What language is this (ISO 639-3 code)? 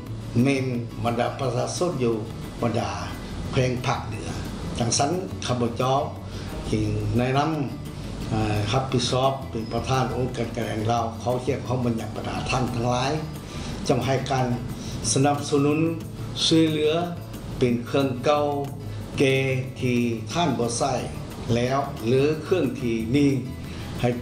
lao